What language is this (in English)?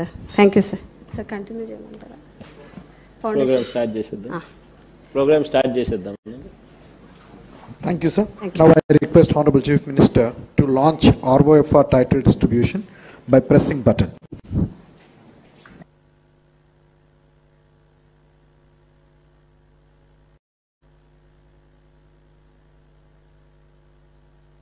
Telugu